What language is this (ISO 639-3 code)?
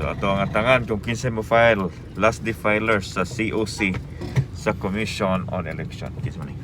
ceb